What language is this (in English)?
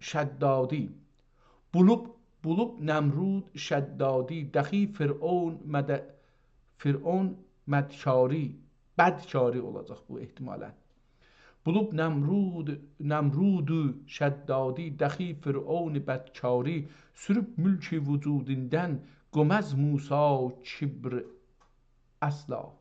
South Azerbaijani